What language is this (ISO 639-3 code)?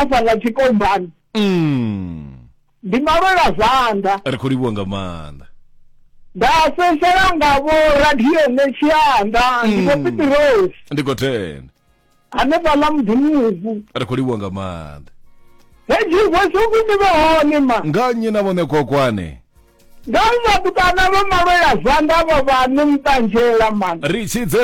ven